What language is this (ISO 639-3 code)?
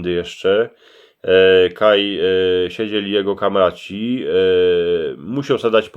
szl